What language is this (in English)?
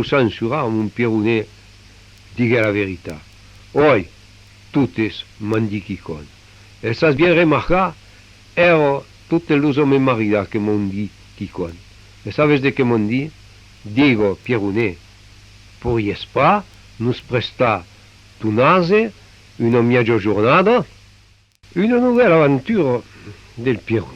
Occitan